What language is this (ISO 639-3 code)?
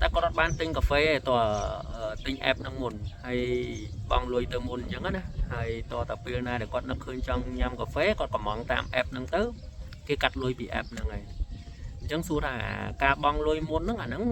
khm